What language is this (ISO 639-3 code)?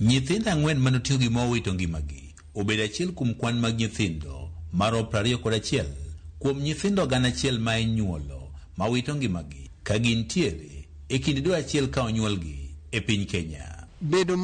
luo